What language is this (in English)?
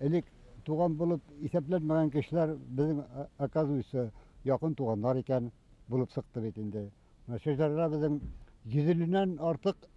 Bashkir